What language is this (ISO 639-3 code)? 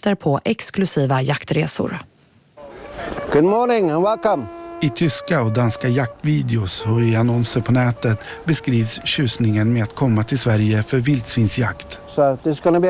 swe